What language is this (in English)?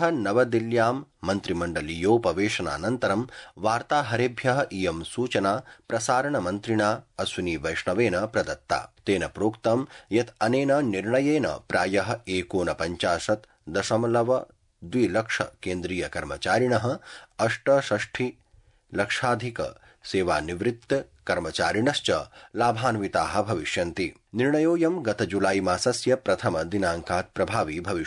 Sanskrit